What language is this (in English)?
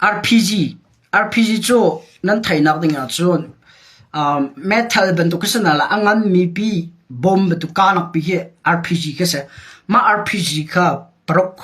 Hakha Chin